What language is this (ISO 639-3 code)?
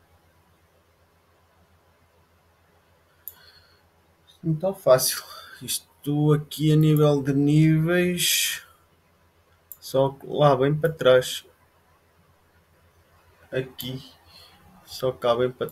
por